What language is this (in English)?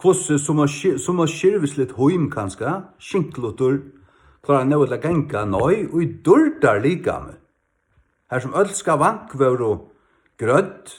Faroese